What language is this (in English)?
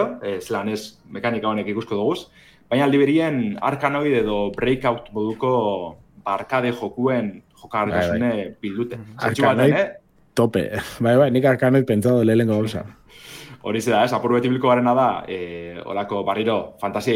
Basque